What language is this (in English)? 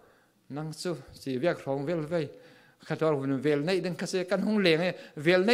Falam Chin